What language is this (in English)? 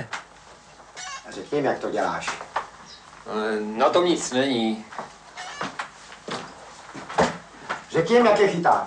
Czech